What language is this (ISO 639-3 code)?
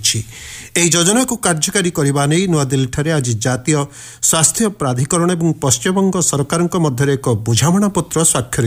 ori